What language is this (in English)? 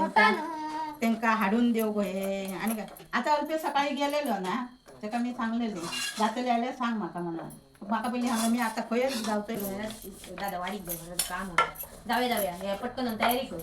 Konkani